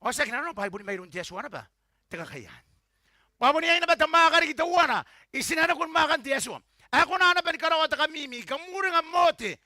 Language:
Gilbertese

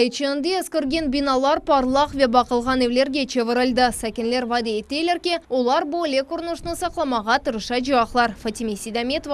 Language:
Crimean Tatar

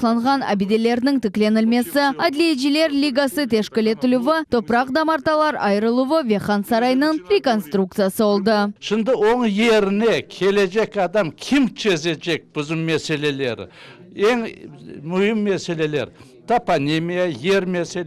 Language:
Crimean Tatar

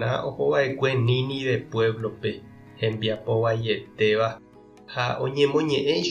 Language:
Guarani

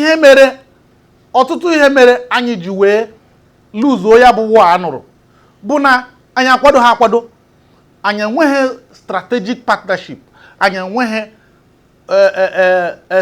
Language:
Igbo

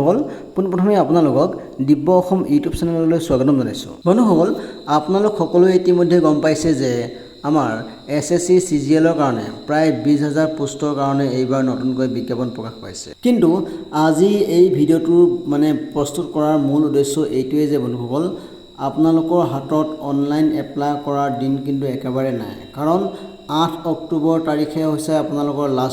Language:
Assamese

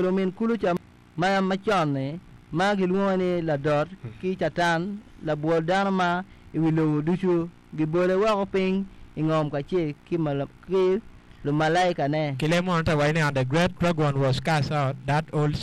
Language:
Acoli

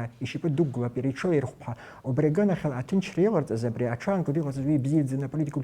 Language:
Abkhazian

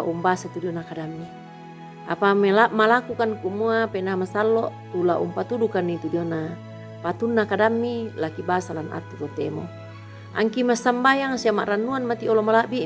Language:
Toraja-Sa'dan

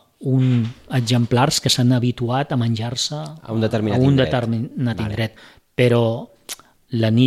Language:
Catalan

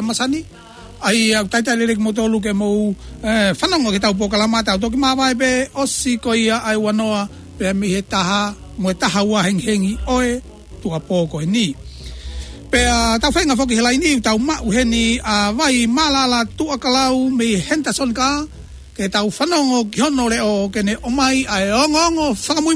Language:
Tongan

